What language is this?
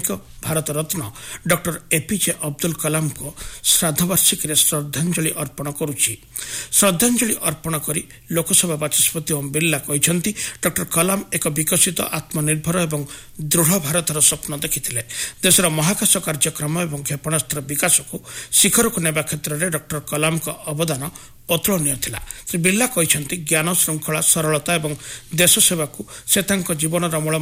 Odia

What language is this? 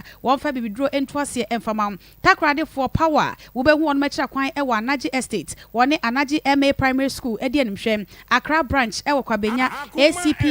Akan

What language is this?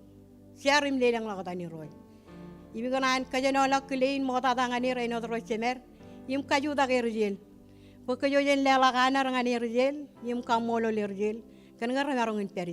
Marshallese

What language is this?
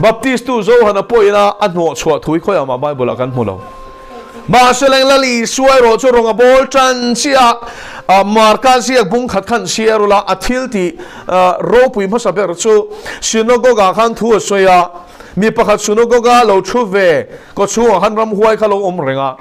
Mizo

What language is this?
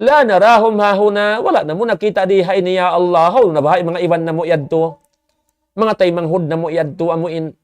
Tausug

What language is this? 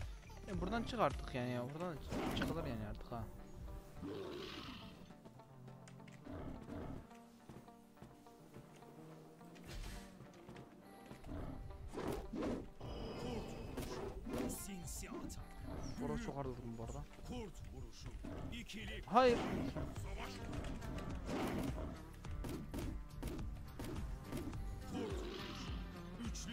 Turkish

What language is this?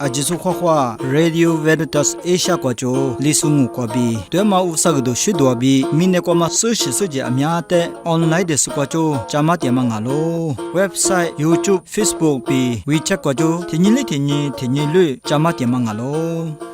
Lisu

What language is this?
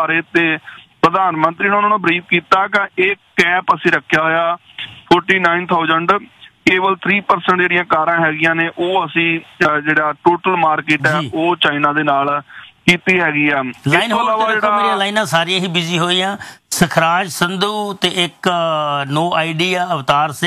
Punjabi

